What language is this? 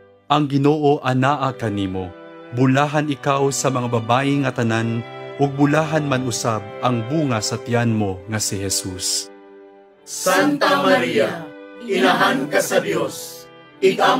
Cebuano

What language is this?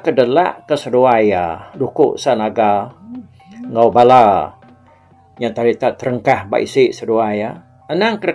Iban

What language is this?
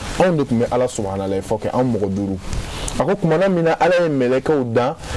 Bambara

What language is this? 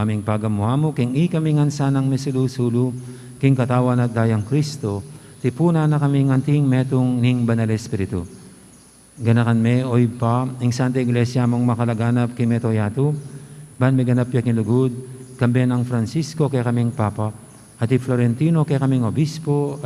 Pampanga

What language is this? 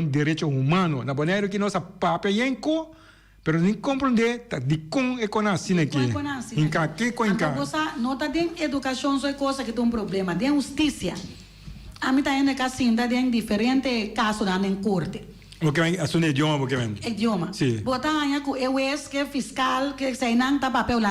Papiamento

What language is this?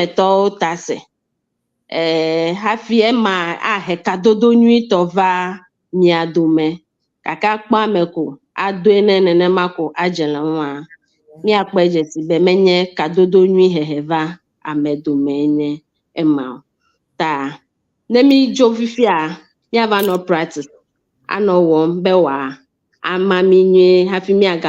Ewe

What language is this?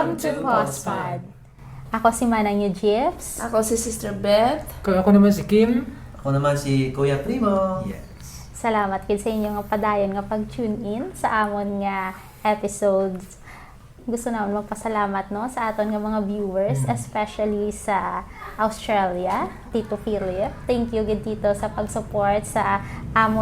Hiligaynon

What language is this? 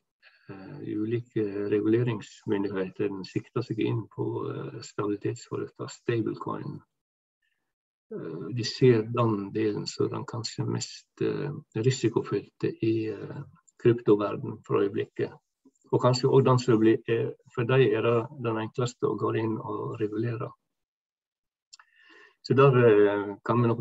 Norwegian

